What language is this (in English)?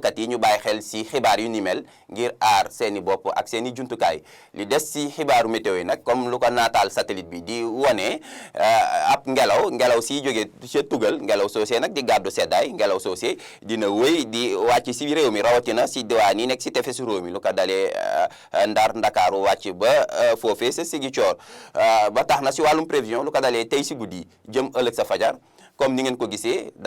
Wolof